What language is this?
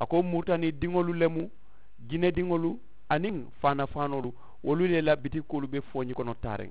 Mandingo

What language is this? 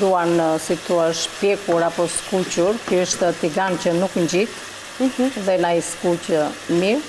Albanian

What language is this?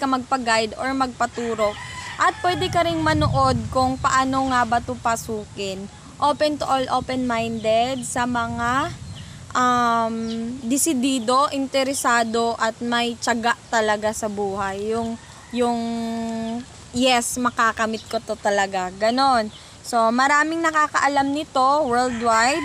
Filipino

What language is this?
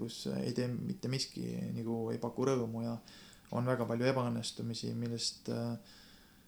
Estonian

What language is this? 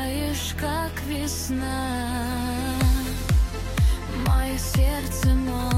Russian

